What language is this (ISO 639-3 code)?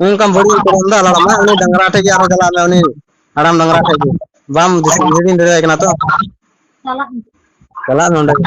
sat